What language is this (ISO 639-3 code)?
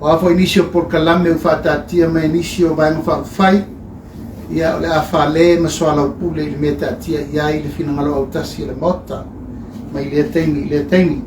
smo